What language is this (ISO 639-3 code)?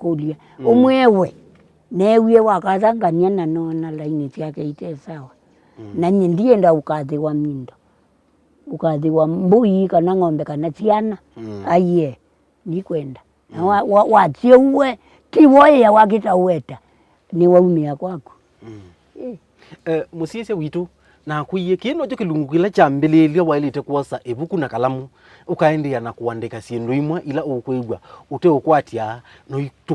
kam